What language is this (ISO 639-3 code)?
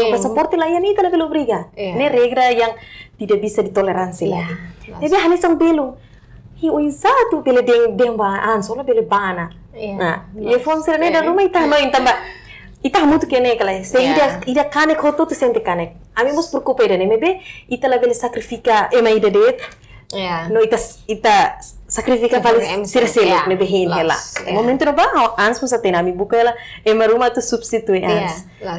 tet